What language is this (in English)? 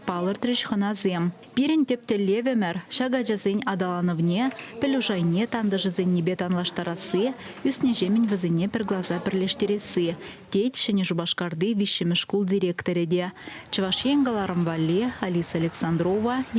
Chuvash